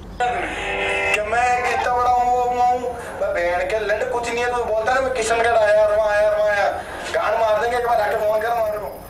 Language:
Hindi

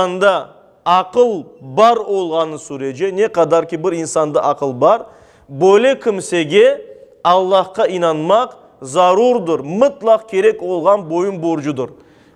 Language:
Crimean Tatar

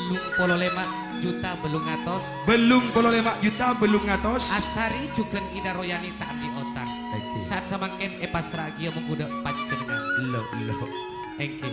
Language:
Madurese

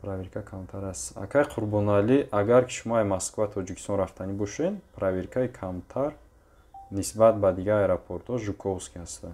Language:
Tajik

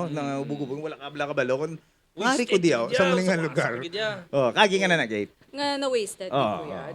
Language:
Hiligaynon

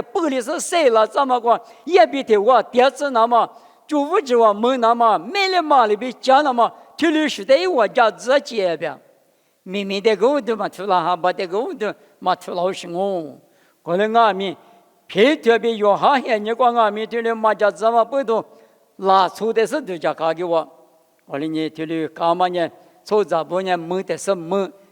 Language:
Lisu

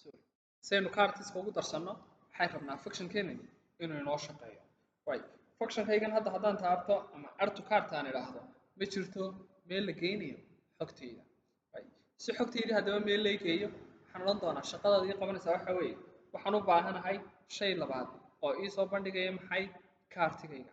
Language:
Somali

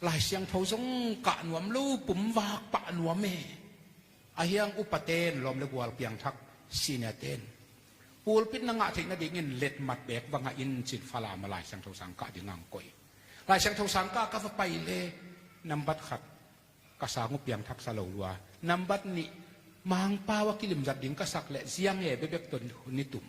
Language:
Tedim Chin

